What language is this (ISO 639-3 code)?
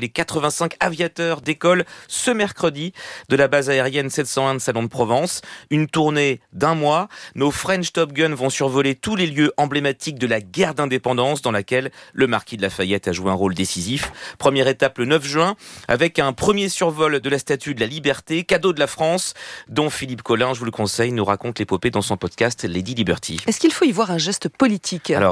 fra